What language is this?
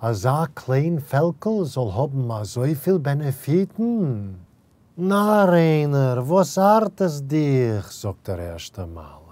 Yiddish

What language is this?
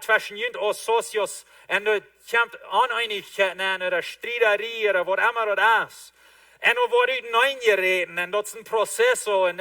Plautdietsch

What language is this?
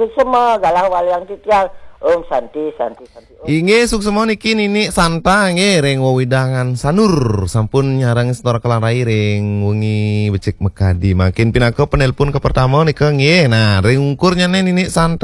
Balinese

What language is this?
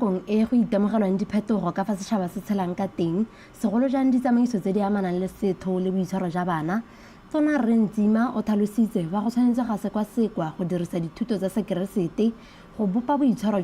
Tswana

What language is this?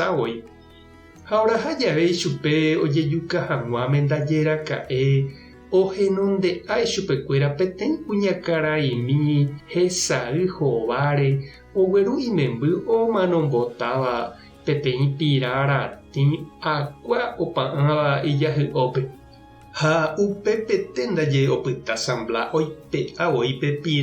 Guarani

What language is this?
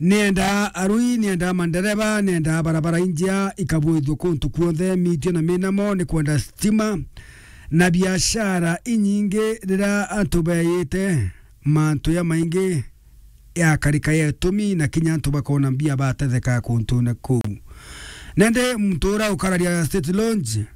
Meru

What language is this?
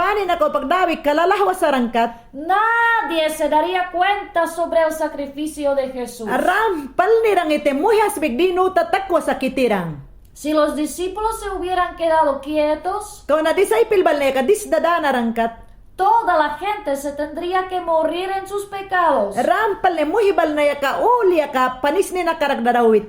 Mayangna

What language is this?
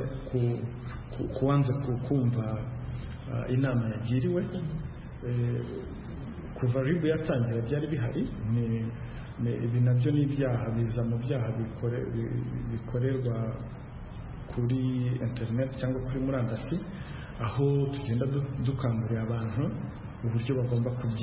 Kinyarwanda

